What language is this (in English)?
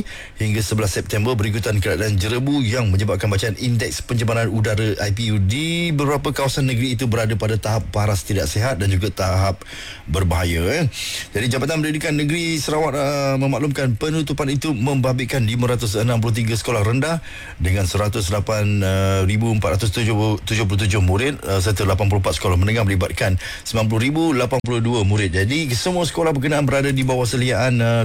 Malay